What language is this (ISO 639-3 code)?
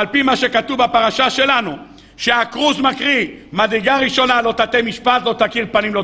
heb